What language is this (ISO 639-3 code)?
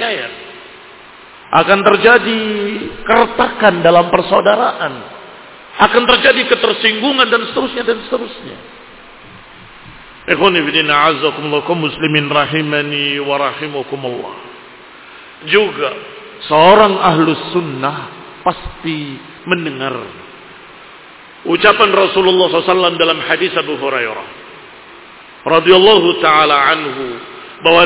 ind